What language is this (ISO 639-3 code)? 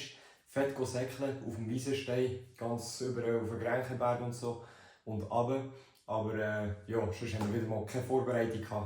gsw